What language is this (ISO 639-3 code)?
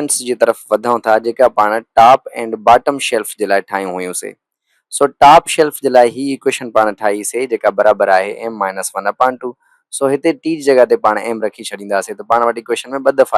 snd